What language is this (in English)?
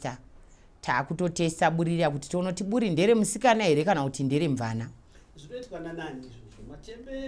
Shona